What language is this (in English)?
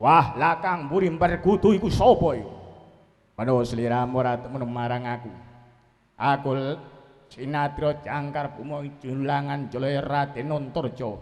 Javanese